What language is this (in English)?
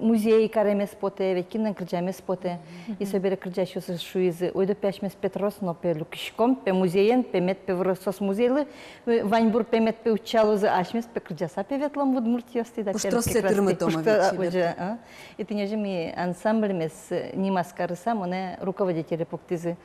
Udmurt